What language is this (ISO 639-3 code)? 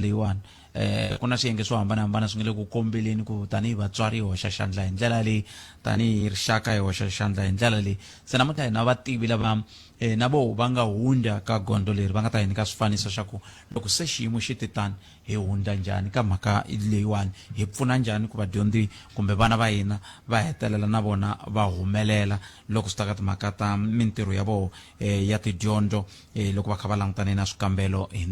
tso